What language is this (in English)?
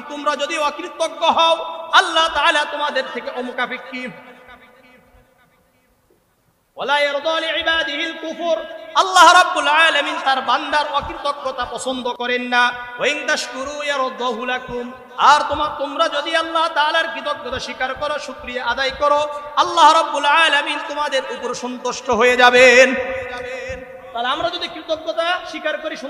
Bangla